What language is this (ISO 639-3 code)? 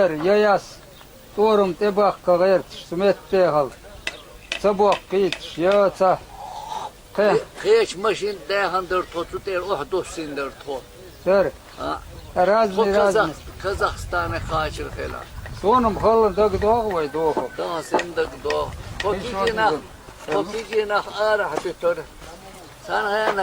che